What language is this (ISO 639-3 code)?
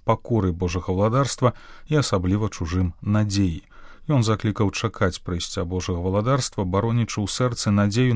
bel